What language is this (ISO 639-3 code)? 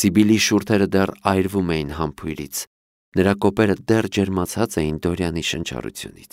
hye